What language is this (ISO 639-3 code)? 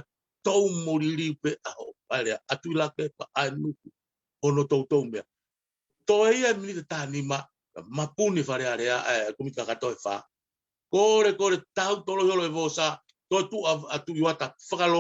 ton